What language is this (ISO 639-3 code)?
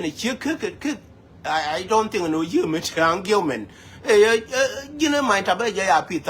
nus